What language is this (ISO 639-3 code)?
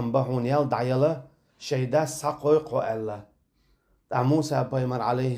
che